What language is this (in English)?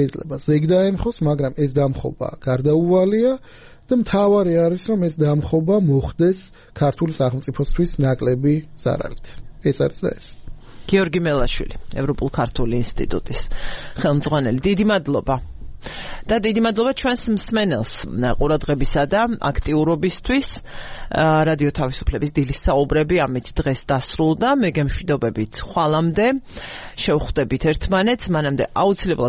Georgian